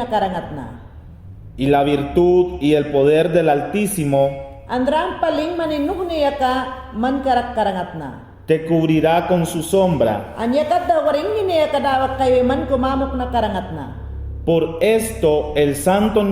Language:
Mayangna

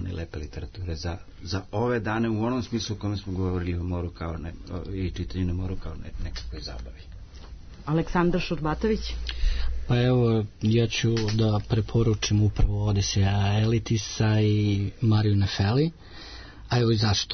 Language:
Serbian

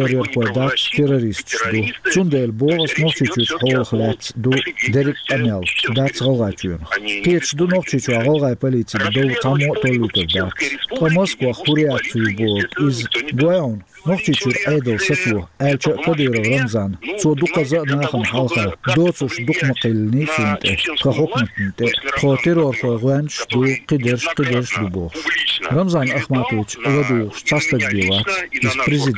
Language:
Chechen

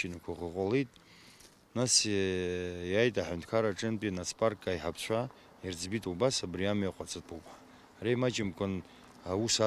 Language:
Abkhazian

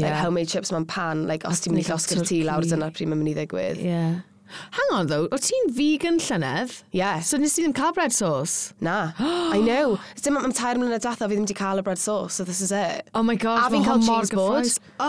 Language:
Welsh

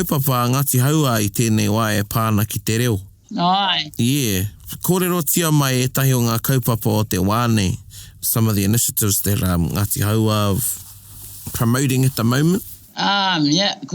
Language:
Māori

